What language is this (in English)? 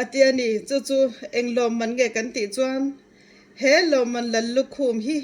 Mizo